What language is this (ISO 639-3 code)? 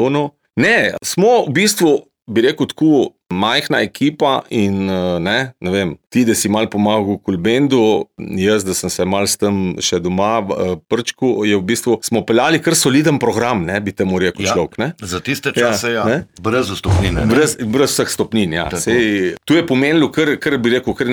slv